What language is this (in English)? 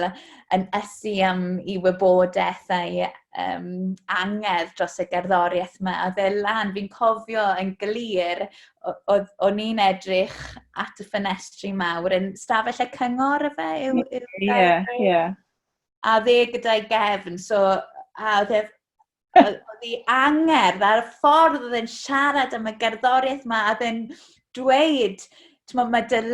Welsh